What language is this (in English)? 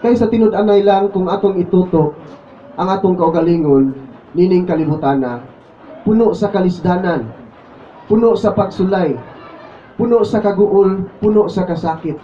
Cebuano